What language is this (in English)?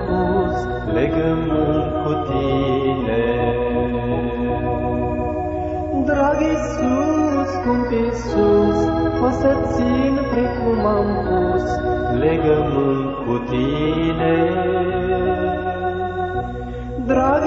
Romanian